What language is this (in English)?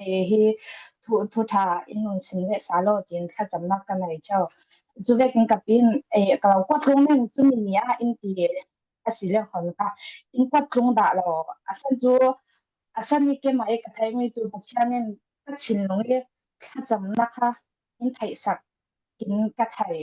Falam Chin